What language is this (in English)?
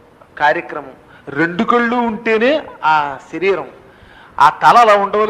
Telugu